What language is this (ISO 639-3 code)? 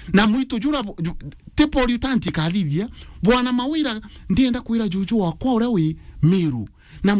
mer